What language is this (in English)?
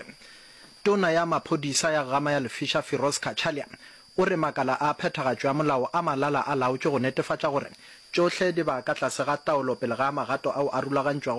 Northern Sotho